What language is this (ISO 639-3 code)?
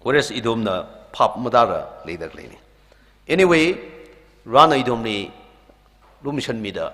nmf